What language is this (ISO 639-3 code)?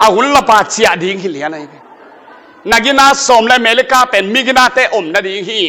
ctd